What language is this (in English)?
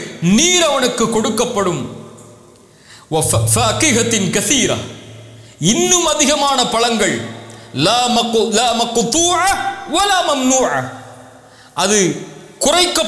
Tamil